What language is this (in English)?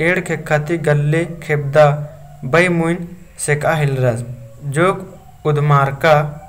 Kurukh